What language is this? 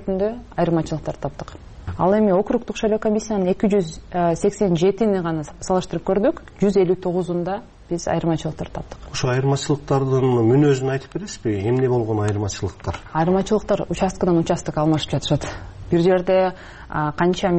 Kyrgyz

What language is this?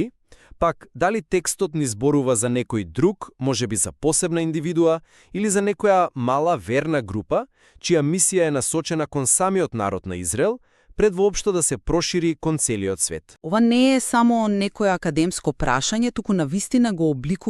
Macedonian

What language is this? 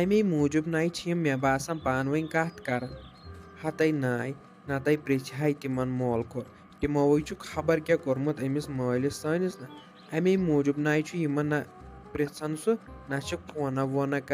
Kashmiri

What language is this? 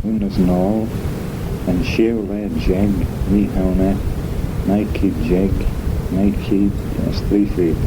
Manx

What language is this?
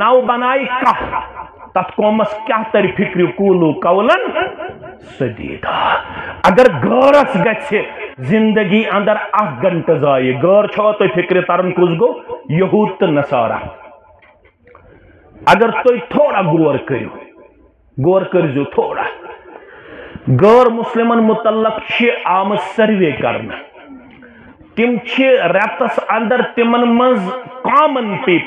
Kashmiri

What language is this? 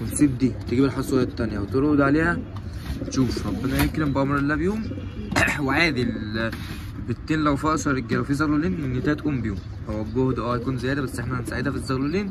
Egyptian Arabic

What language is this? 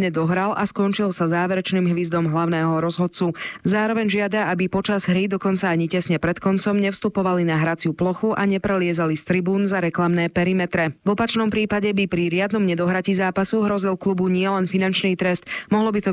Slovak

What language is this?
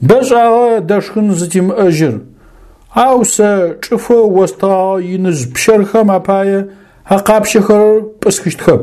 Adyghe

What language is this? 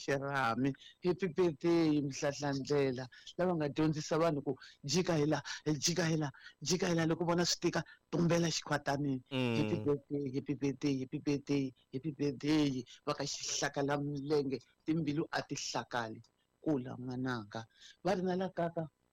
Tsonga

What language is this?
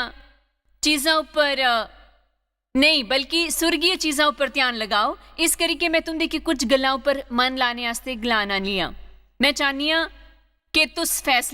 Dogri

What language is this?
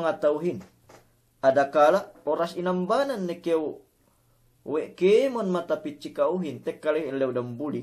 Yakan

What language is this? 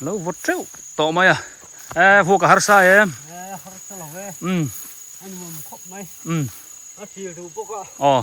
Biete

